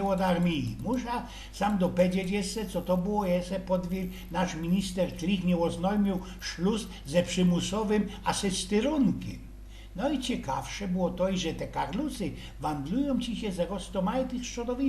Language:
Silesian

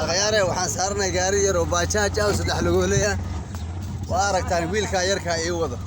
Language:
Somali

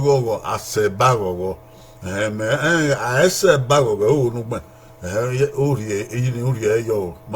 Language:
Bini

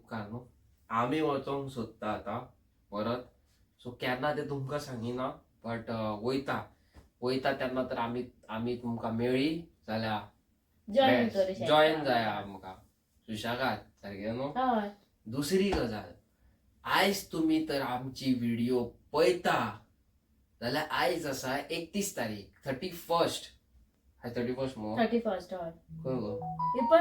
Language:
Konkani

